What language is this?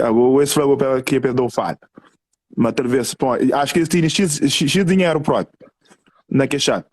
Kabuverdianu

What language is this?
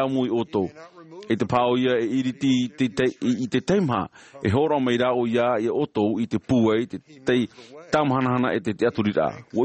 Tahitian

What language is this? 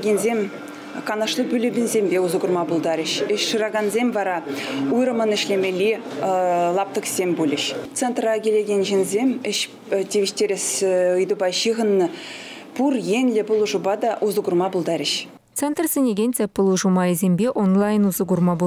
Chuvash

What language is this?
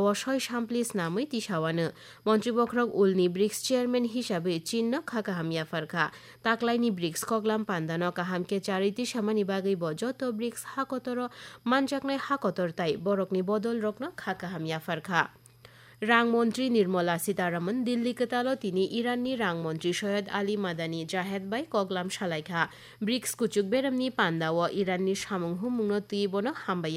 Kok Borok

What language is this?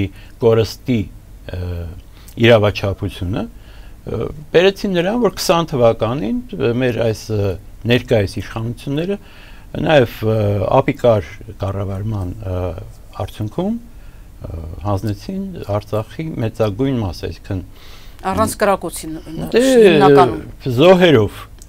Armenian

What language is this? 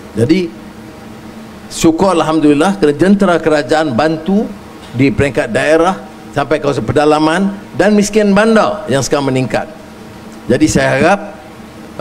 Malay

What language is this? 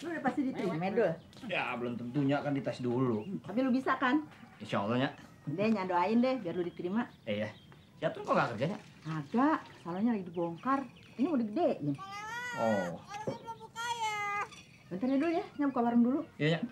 Betawi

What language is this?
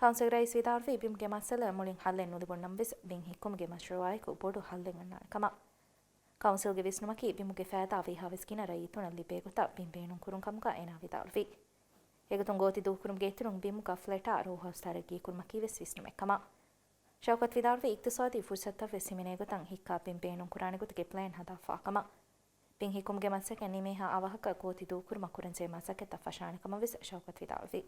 Divehi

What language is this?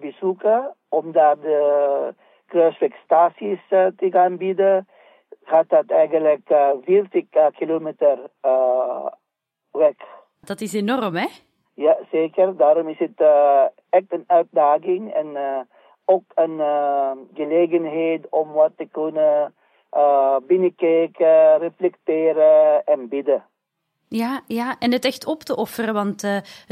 Dutch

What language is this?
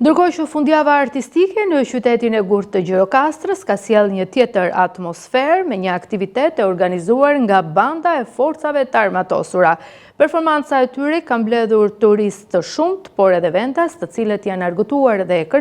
Albanian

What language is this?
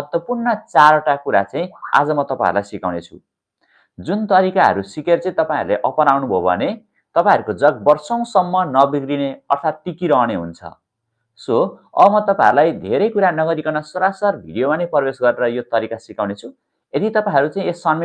Nepali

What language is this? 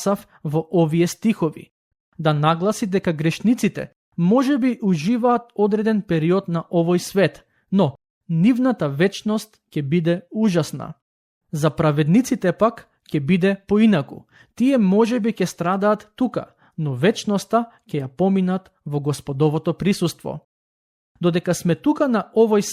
Macedonian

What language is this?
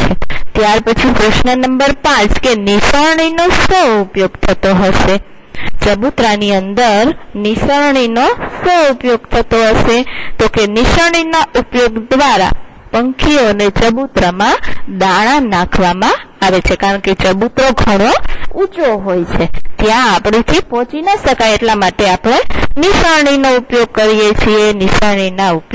Gujarati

